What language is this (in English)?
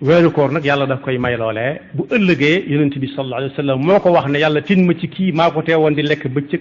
Wolof